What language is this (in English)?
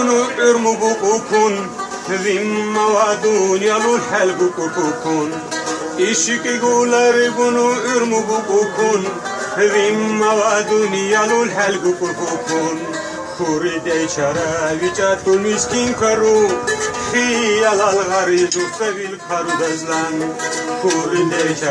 Lak